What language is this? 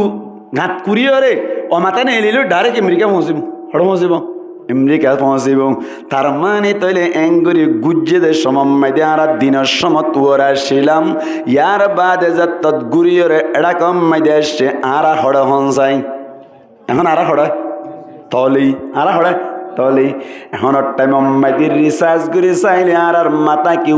Rohingya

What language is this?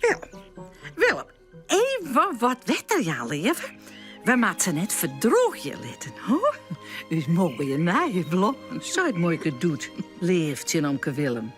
Western Frisian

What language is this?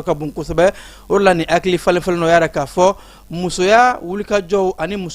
Bambara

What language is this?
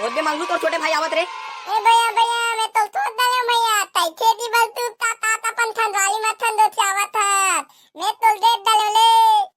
Chhattisgarhi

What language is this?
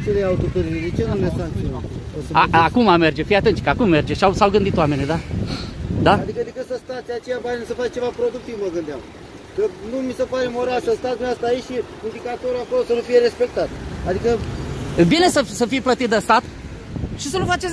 Romanian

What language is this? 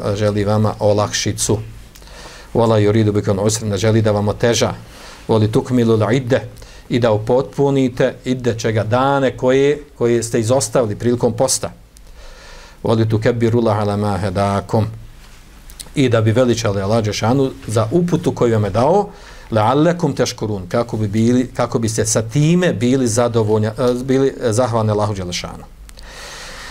Bosnian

